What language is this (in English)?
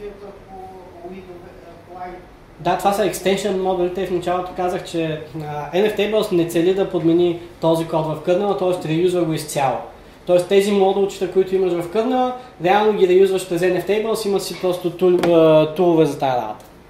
Bulgarian